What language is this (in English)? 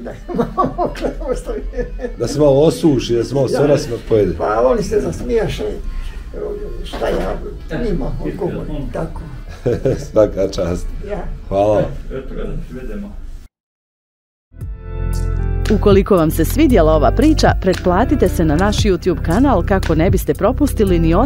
Bosnian